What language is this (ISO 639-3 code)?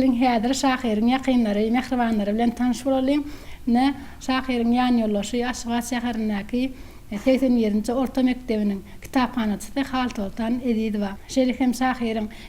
tuk